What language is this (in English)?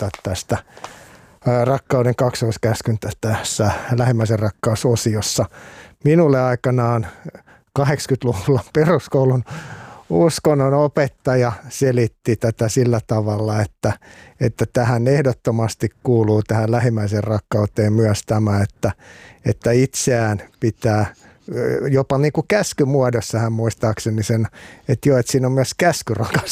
Finnish